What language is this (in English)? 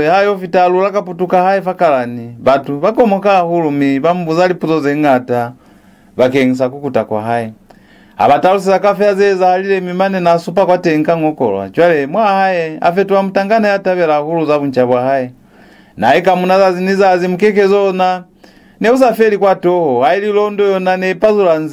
Lozi